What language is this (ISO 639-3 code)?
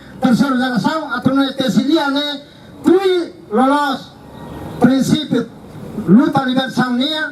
tet